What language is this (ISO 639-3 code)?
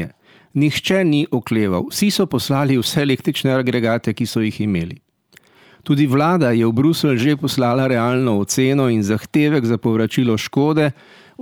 slv